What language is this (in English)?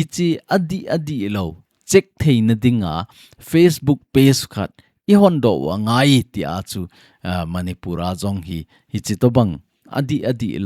Thado Chin